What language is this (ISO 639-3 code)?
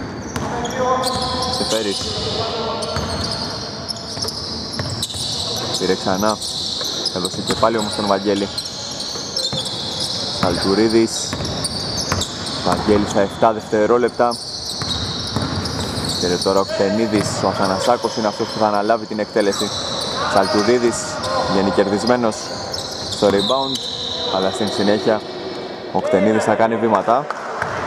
ell